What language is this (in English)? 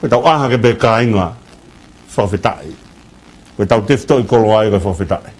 Tongan